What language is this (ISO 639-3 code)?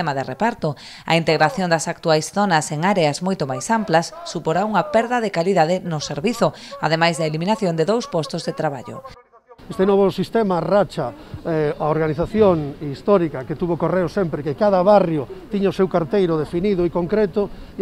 glg